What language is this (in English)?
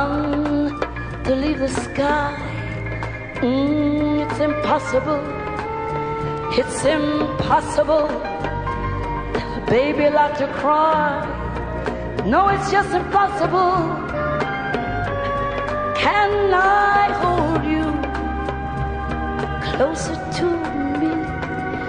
English